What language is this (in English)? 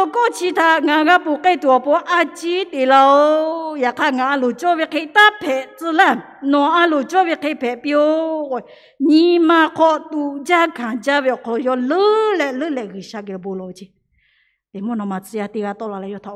Lahu